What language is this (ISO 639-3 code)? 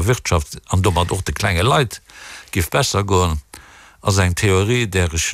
ltz